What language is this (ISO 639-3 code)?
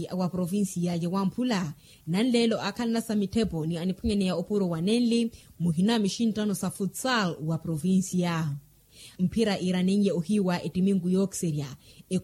vmw